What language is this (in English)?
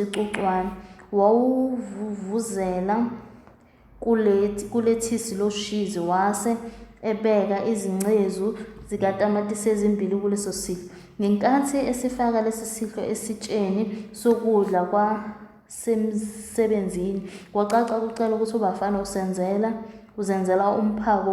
Zulu